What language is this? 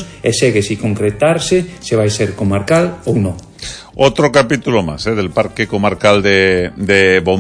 Galician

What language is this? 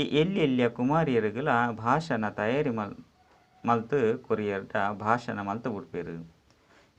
Tulu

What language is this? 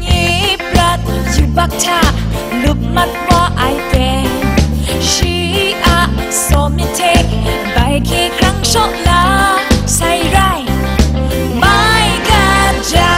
Kachin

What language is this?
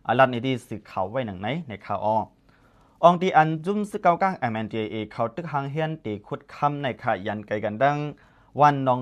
Shan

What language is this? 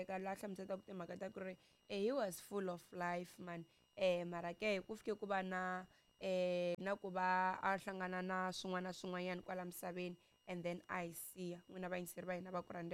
Tsonga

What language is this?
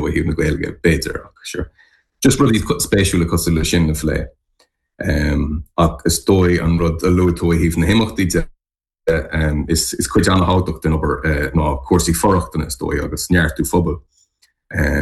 Irish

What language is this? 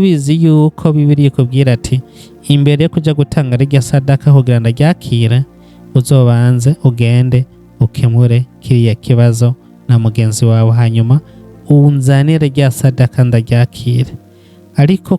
Rundi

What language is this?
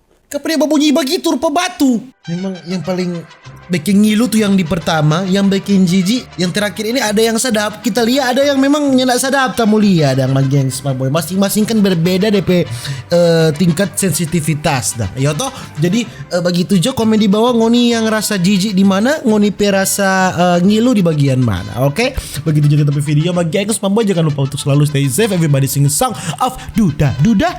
Manado Malay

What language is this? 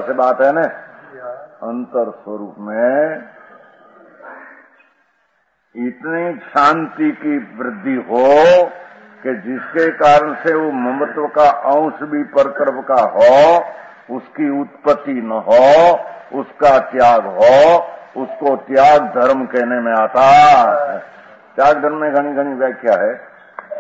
Hindi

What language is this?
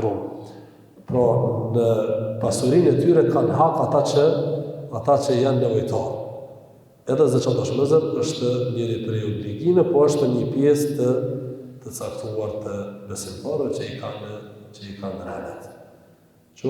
Albanian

